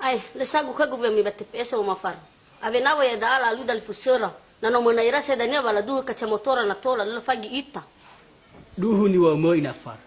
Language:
Nias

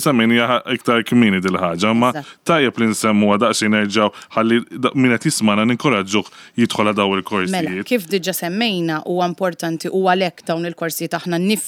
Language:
Maltese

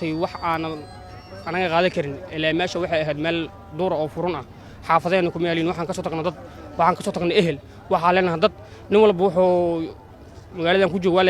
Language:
Somali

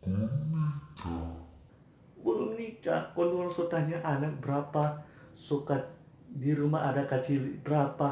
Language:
Manado Malay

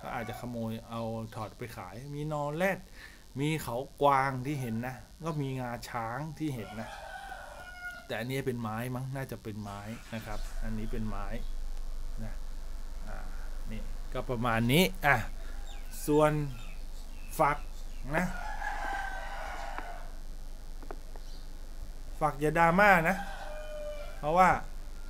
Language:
Thai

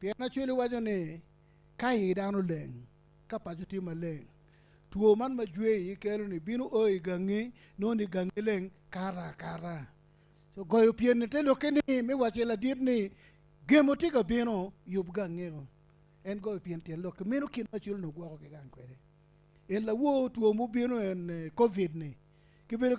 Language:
Acoli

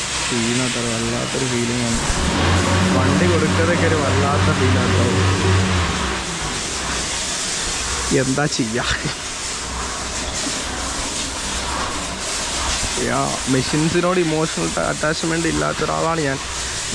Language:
Malayalam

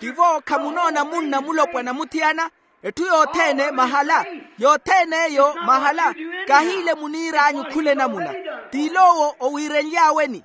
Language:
Makhuwa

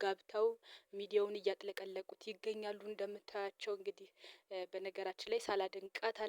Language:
Amharic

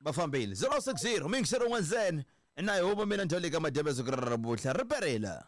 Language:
Tsonga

